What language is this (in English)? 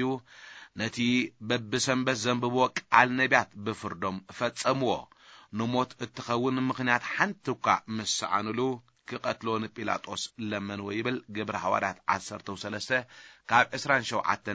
Tigrinya